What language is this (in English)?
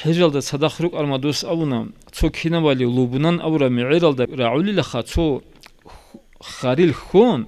Avaric